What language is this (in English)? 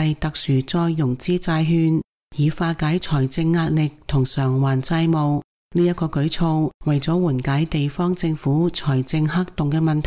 Cantonese